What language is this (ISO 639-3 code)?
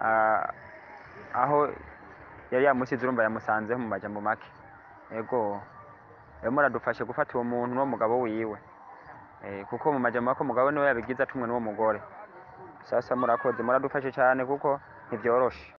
run